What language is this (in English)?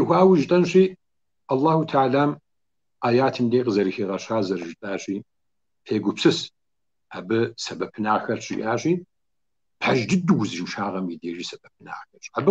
Kabardian